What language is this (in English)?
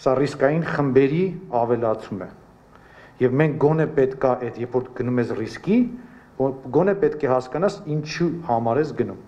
Armenian